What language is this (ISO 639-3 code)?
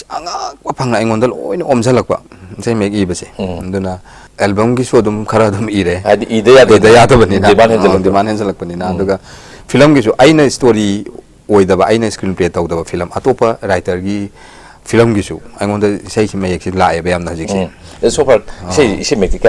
mni